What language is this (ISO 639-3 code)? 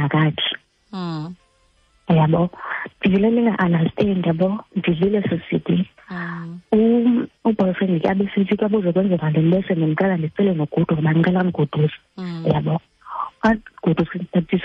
xho